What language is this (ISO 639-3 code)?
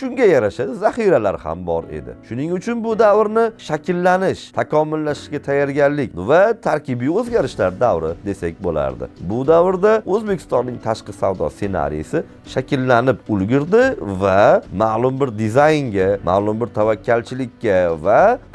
uzb